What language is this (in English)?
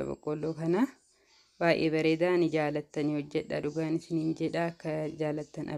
Oromo